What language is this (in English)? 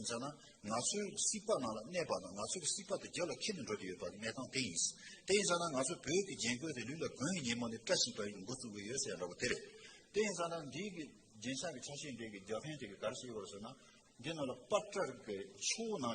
Tibetan